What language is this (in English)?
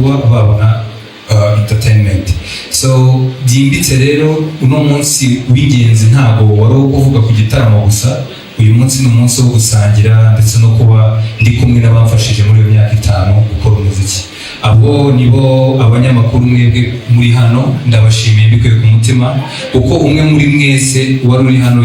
Kinyarwanda